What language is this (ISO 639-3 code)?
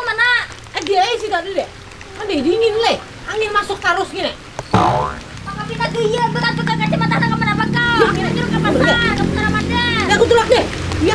bjn